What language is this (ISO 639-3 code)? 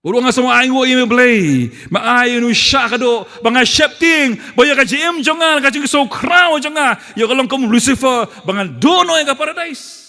kha